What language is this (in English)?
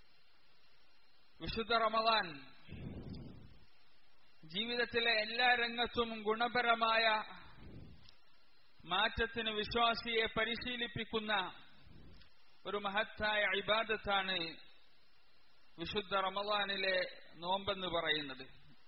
Malayalam